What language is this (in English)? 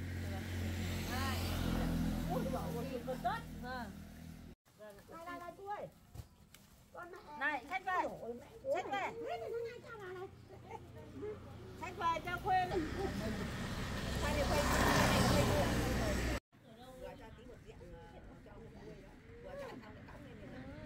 Vietnamese